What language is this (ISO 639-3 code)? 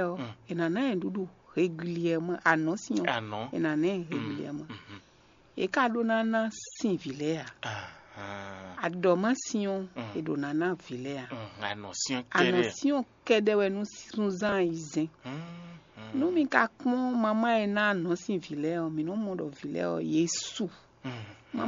fon